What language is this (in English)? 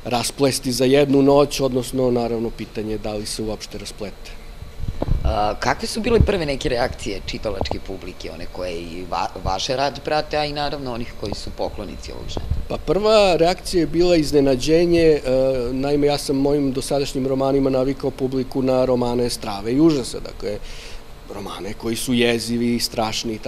Serbian